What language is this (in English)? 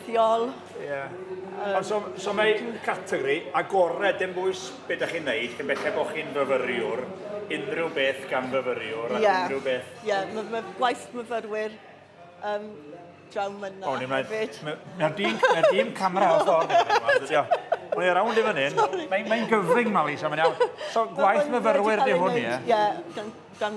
Welsh